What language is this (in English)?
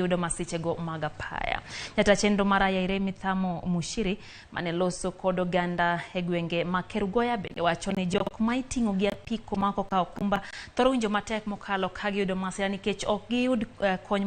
Luo (Kenya and Tanzania)